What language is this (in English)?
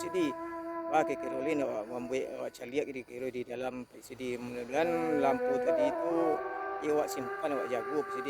Minangkabau